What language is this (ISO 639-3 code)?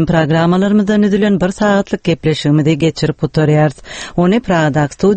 tuk